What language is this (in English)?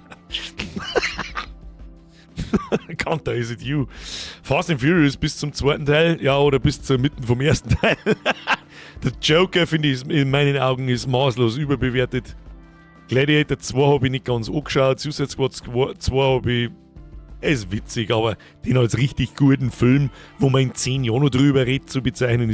Bavarian